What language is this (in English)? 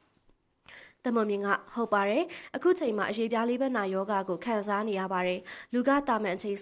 Burmese